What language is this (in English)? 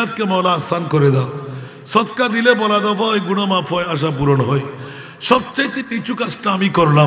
Bangla